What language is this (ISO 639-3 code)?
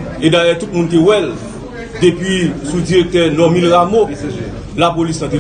hat